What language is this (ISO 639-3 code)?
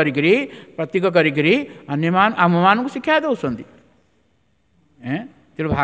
ori